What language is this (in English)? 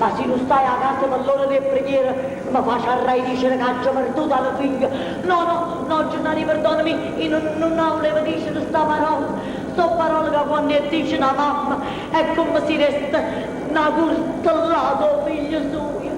Neapolitan